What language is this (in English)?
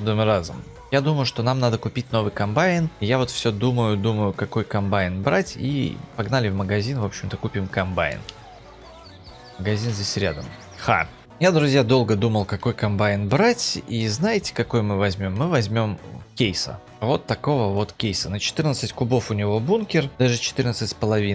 Russian